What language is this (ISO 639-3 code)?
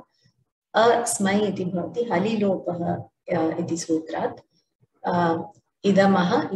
san